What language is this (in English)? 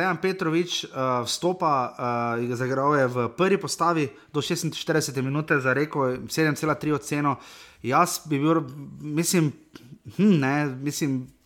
Slovenian